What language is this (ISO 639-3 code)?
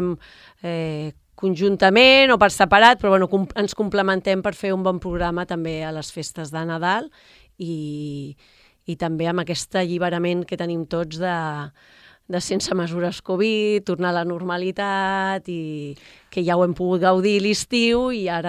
cat